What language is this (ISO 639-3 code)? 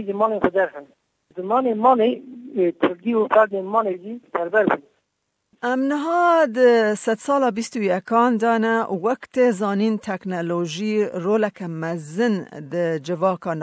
kur